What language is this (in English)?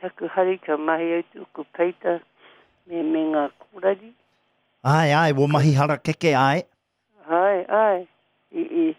Māori